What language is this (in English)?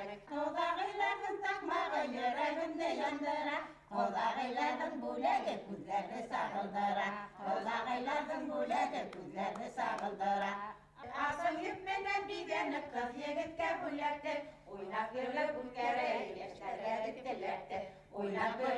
Bashkir